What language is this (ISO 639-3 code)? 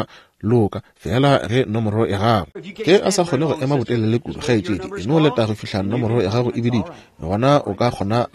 nso